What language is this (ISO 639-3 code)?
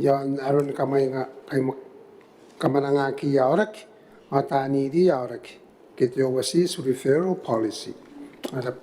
gil